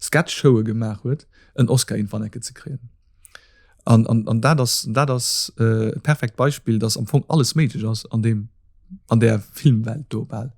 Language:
Luxembourgish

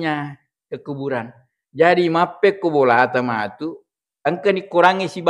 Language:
Buginese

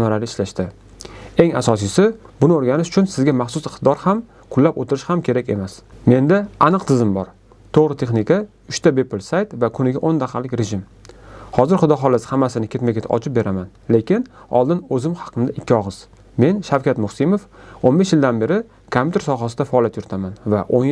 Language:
Uzbek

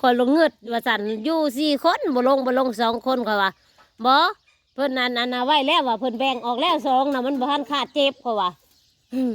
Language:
Northeastern Thai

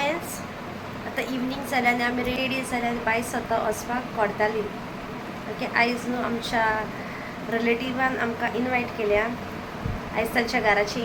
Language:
Konkani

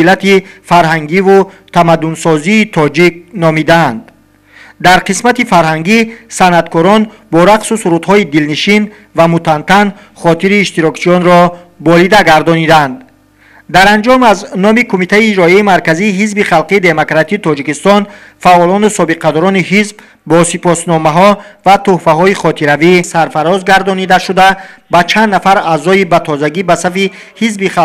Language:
Tajik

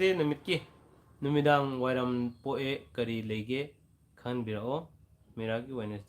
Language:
Manipuri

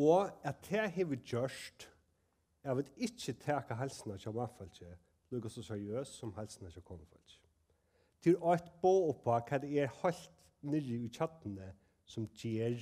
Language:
Faroese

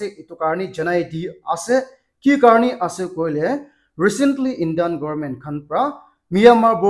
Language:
Naga Pidgin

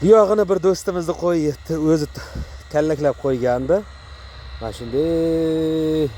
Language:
Uzbek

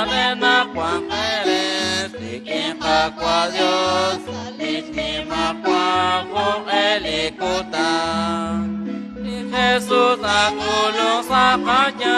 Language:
Kekchí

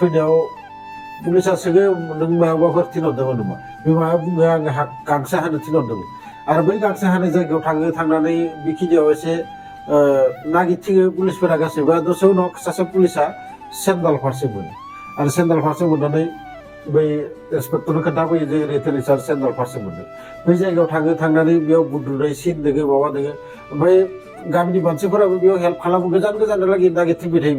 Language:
Bodo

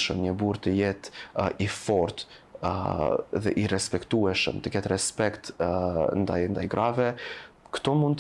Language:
Albanian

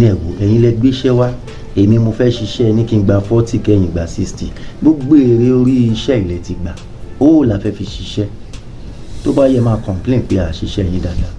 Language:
Yoruba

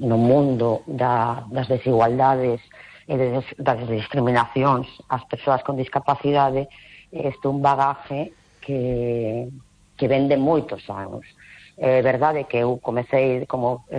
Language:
Galician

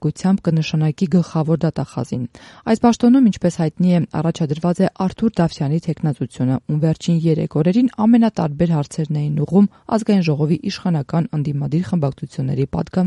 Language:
Armenian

